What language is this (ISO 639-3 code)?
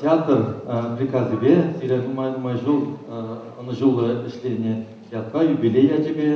chv